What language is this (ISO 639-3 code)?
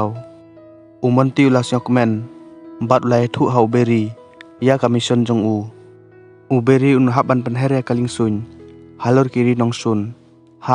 kha